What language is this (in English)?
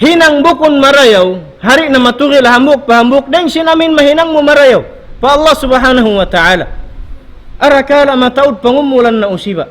Tausug